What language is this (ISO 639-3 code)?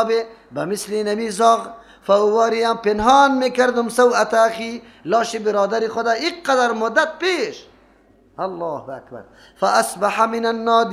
fas